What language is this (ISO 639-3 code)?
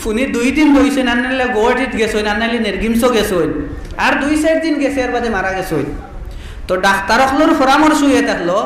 syl